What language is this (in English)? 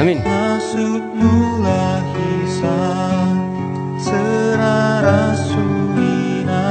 Batak Karo